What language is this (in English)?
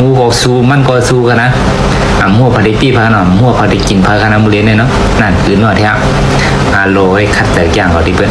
Shan